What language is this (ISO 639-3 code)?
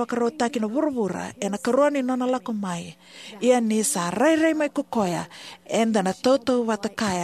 fij